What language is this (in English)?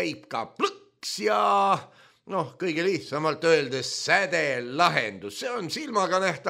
Estonian